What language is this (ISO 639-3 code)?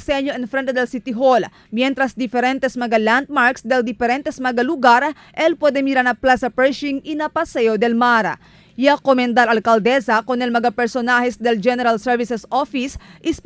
cbk